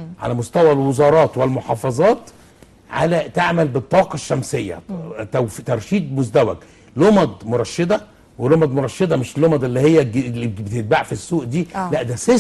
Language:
Egyptian Arabic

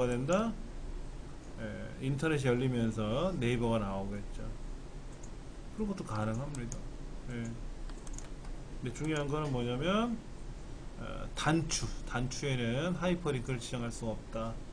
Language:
Korean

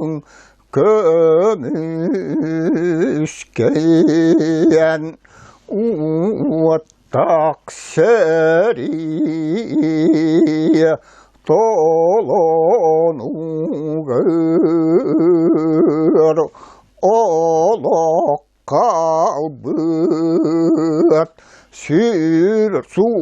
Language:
Yakut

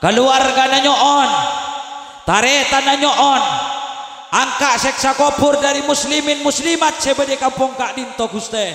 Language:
Madurese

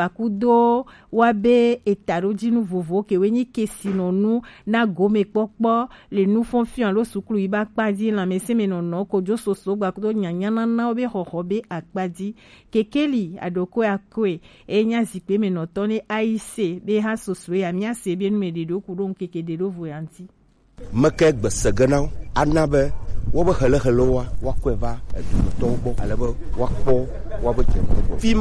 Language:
Gen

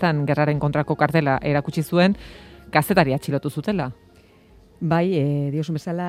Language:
Basque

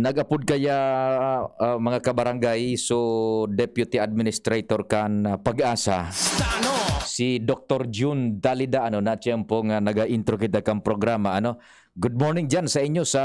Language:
Bikol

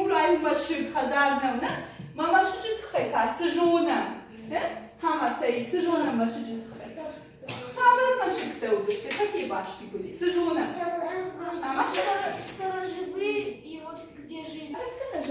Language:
Ossetic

